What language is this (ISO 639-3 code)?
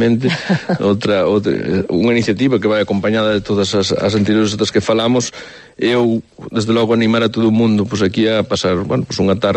glg